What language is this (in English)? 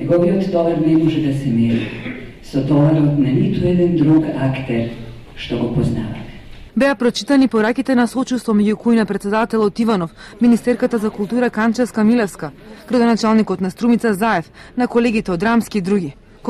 Macedonian